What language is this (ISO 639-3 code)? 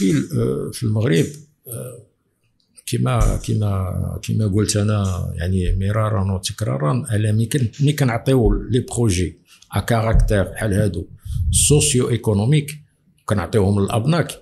ary